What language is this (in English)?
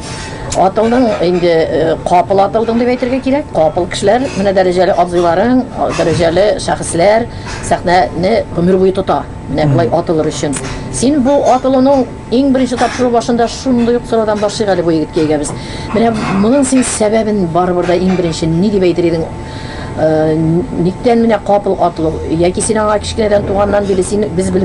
Tatar